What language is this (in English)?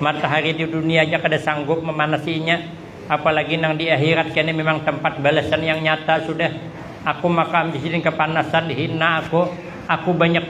Banjar